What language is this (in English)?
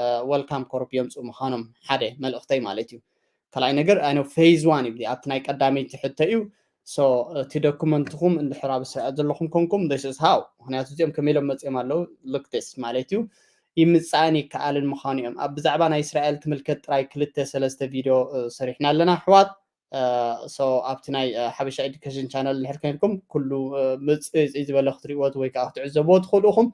Tigrinya